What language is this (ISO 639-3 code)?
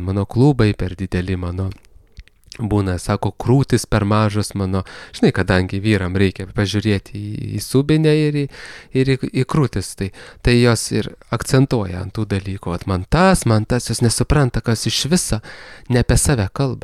lit